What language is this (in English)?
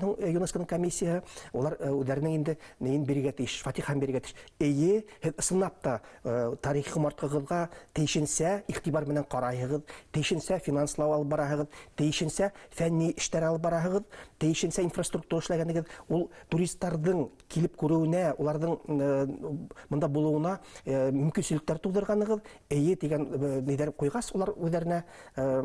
Bashkir